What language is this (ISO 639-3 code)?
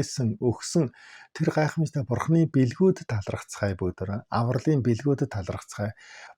mon